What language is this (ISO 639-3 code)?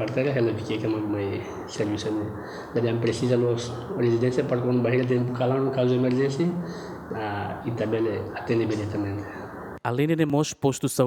tet